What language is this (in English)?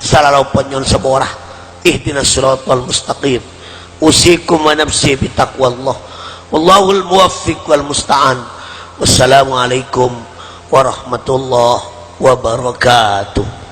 Madurese